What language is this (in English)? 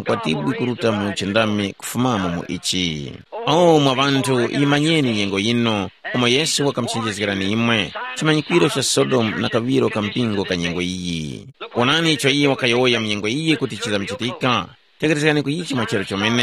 Tumbuka